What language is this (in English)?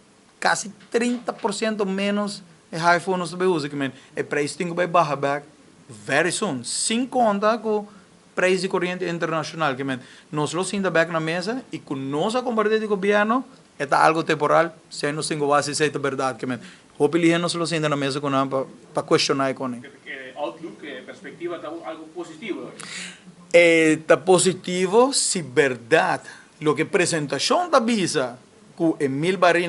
Papiamento